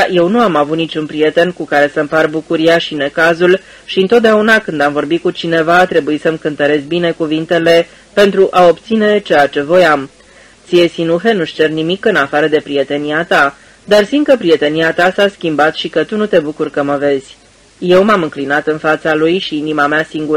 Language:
Romanian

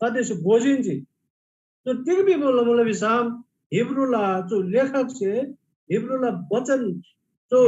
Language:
Eastern Tamang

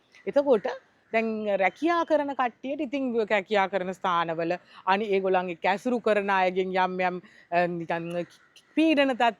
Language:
Sinhala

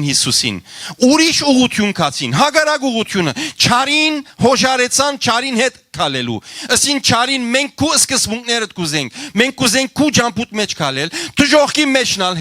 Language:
Western Armenian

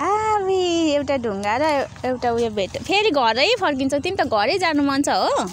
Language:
Nepali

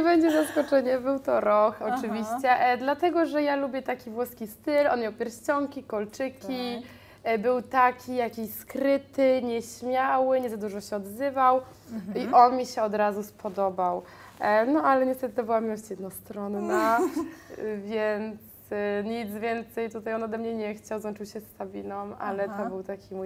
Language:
Polish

